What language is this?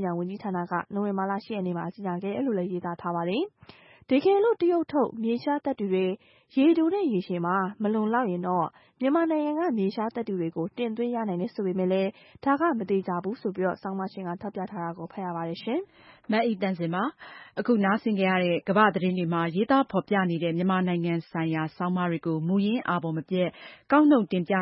Burmese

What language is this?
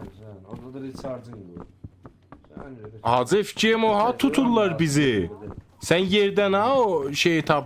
South Azerbaijani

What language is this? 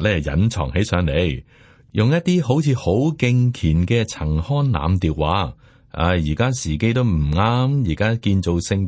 Cantonese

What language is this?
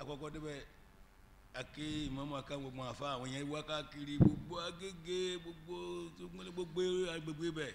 Yoruba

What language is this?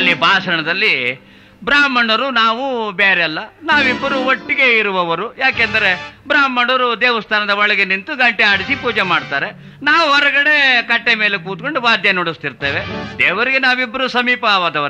Kannada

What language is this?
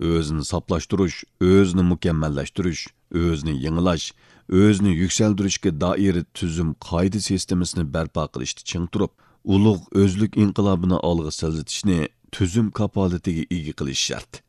Uyghur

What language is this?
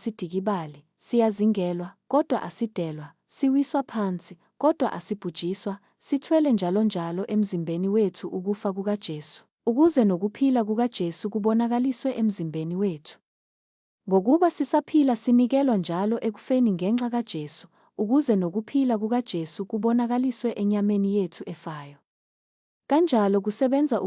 Zulu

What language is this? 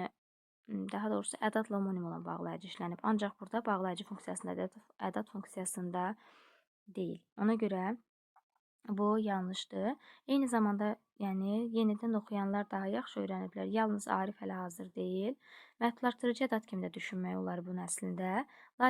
Azerbaijani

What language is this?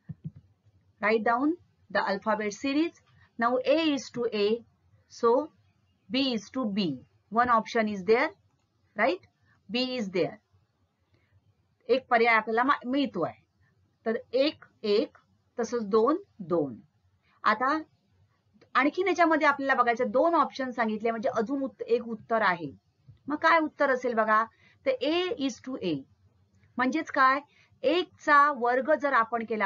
Marathi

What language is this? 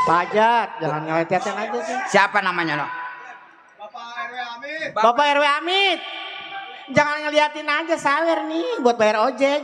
Betawi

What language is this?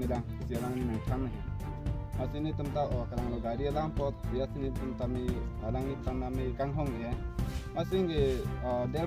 Karbi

